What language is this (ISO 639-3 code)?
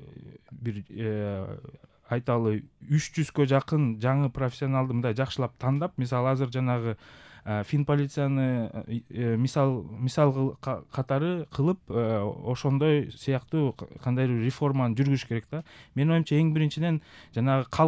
kir